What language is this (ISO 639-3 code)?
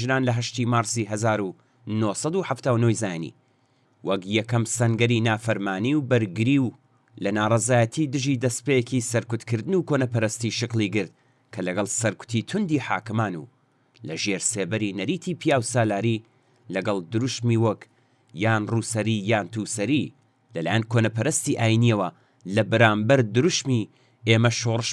ckb